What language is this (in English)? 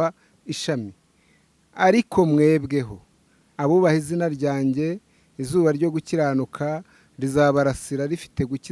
Kinyarwanda